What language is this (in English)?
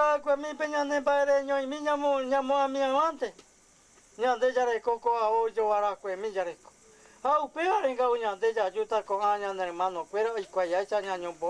Guarani